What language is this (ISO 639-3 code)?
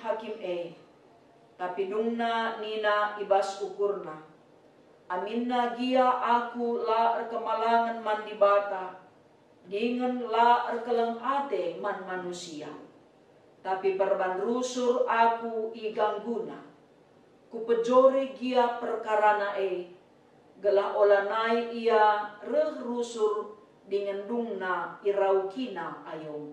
btx